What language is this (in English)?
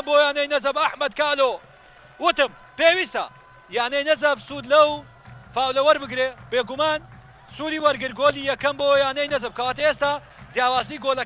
Central Kurdish